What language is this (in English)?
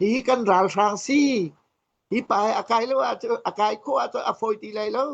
Hakha Chin